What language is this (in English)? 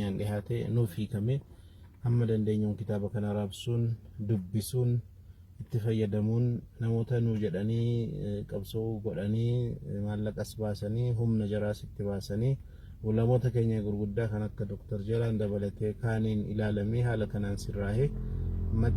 Oromo